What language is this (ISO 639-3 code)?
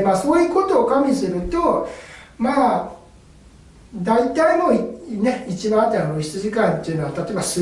jpn